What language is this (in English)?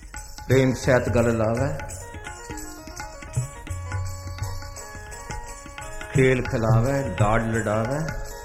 Punjabi